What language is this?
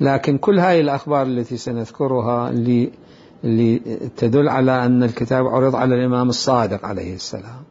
Mesopotamian Arabic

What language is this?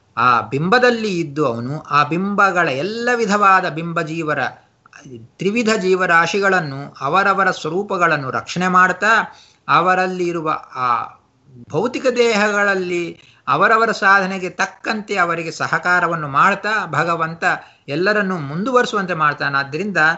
Kannada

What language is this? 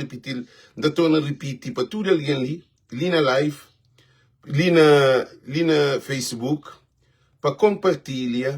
Kabuverdianu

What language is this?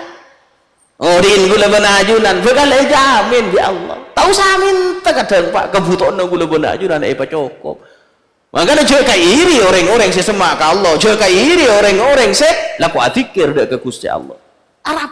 Madurese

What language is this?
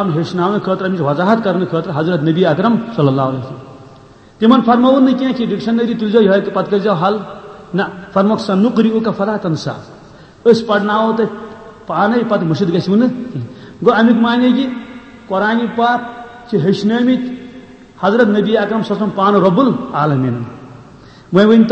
Kashmiri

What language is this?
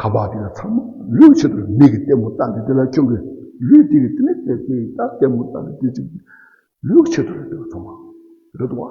Tibetan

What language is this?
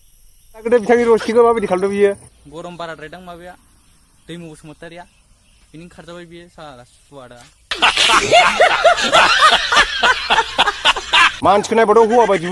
Bodo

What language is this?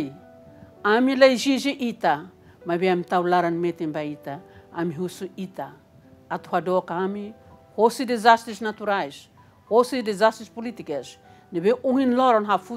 Tetum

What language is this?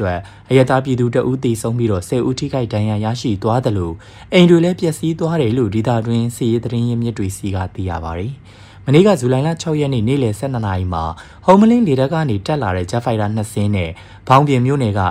Burmese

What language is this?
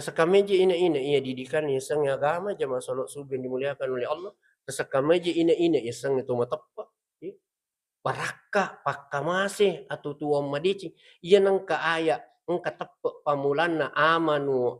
Buginese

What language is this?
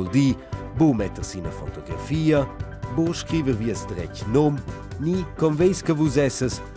Romansh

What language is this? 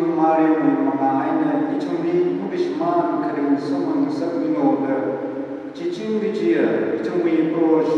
Tangkhul Naga (India)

